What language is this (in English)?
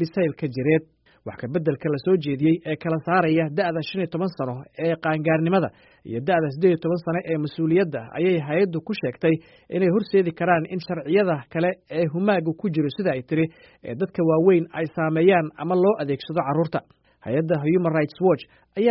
Somali